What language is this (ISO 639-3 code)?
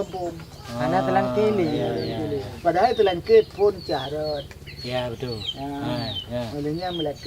ace